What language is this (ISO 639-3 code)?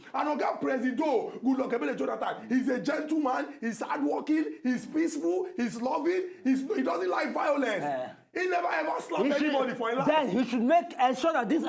pcm